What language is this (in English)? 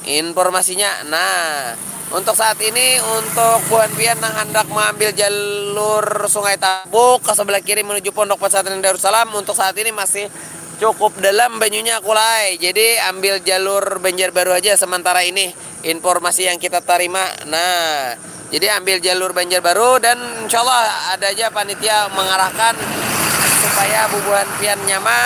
Banjar